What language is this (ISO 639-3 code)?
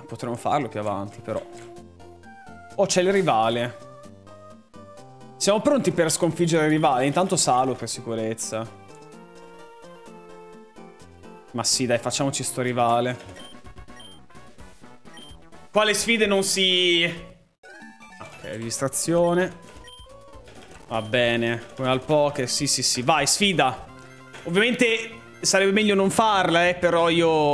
ita